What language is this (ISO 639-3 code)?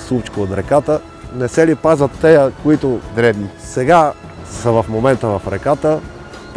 bul